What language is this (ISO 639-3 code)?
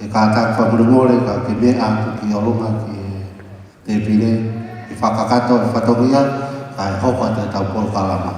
ton